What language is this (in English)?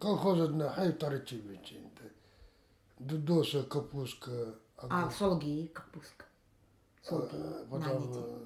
Nanai